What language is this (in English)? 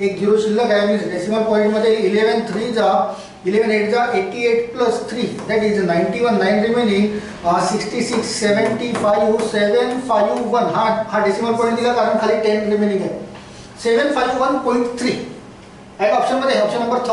Marathi